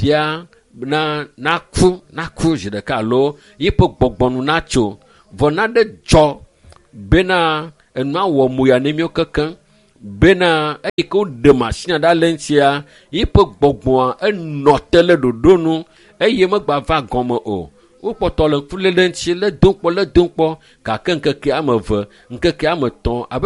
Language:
Ewe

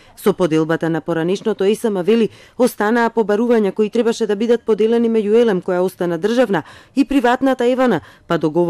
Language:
Macedonian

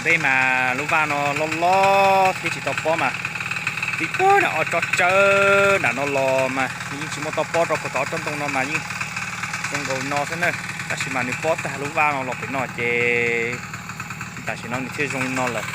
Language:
Hmong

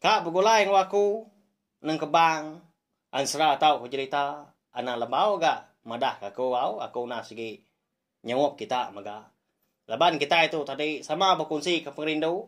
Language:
Iban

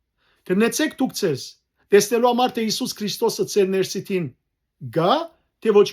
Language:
Western Armenian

